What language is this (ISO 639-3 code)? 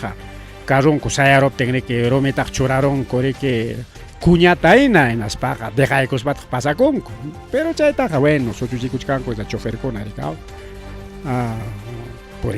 quy